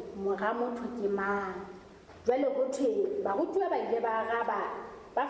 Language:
Southern Sotho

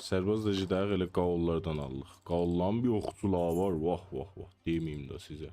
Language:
South Azerbaijani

